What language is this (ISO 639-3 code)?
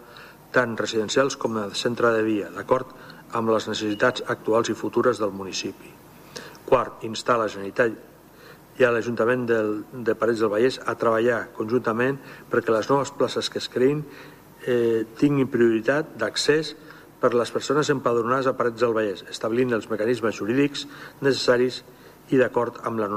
cat